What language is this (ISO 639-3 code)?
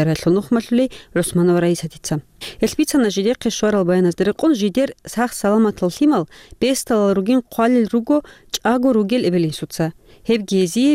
ava